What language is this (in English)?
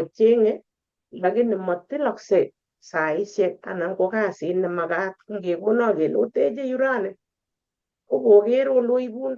Kalenjin